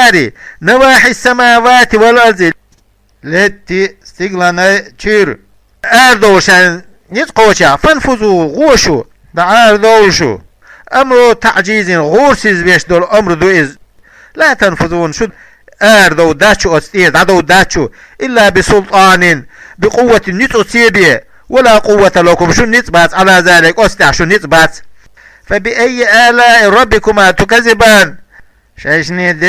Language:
Chechen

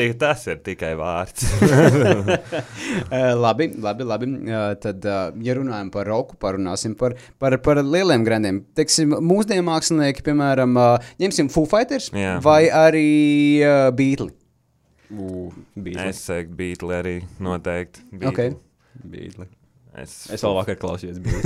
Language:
Latvian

